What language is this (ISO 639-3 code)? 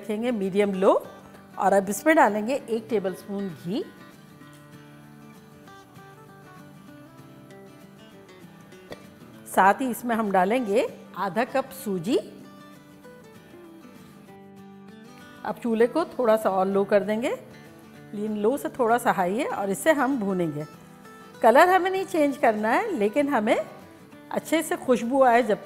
hin